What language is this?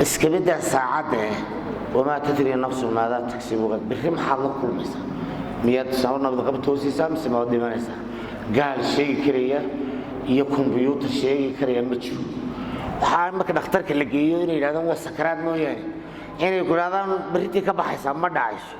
Somali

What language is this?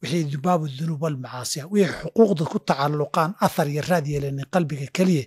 Somali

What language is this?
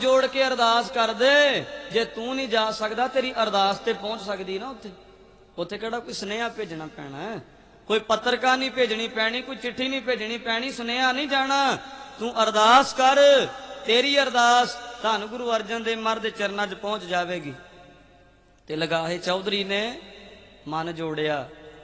Punjabi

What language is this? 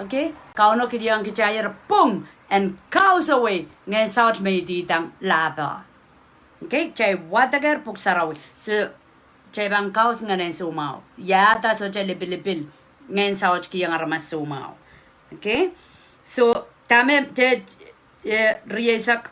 Pohnpeian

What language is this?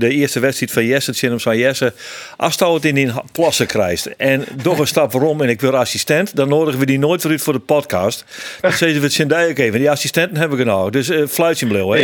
Western Frisian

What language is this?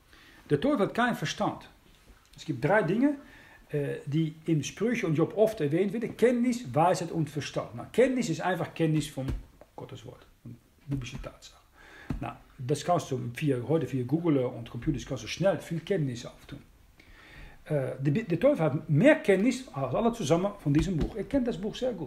German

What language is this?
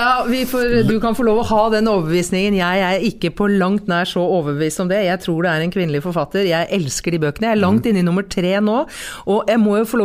Norwegian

